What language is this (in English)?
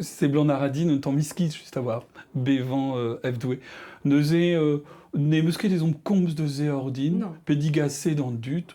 Breton